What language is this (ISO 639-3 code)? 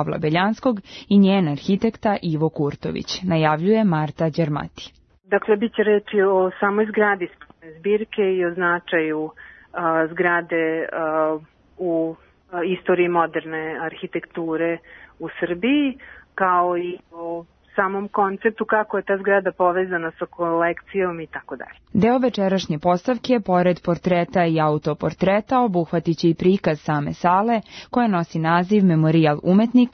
srp